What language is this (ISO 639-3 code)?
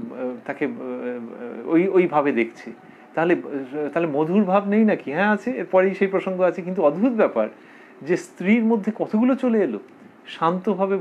ben